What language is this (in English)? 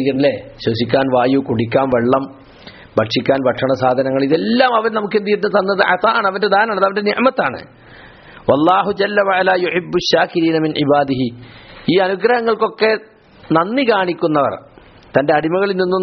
Malayalam